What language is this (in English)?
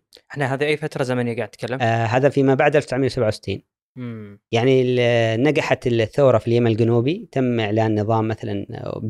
Gulf Arabic